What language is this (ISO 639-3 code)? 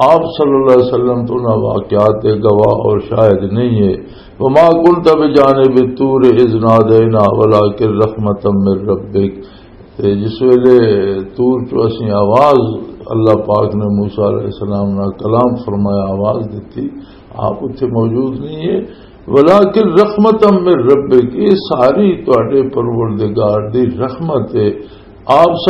lah